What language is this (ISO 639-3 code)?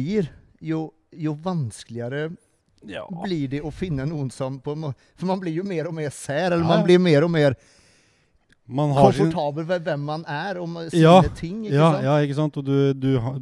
nor